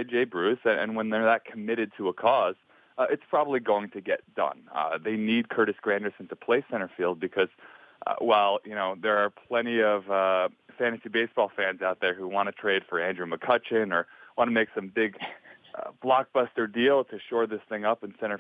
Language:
English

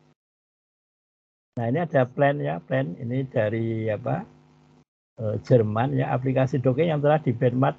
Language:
Indonesian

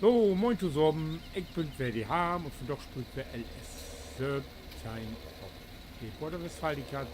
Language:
Low German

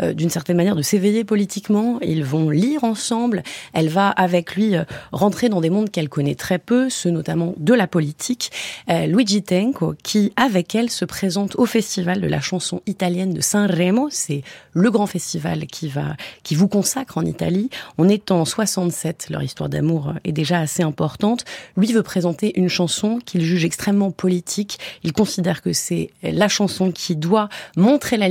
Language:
French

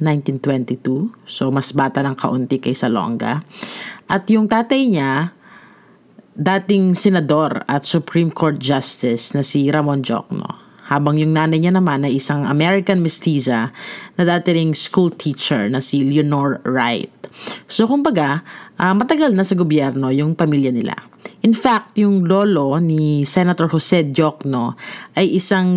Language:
Filipino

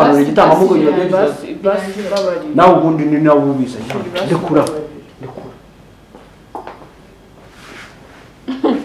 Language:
Kinyarwanda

